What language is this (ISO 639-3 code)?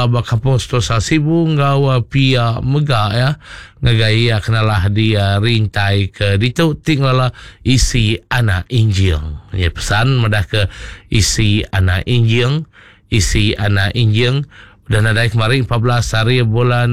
iba